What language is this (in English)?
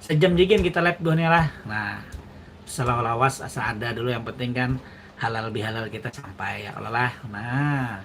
Banjar